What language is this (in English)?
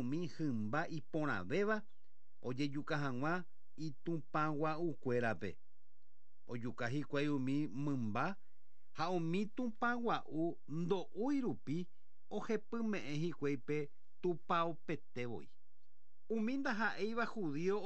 Guarani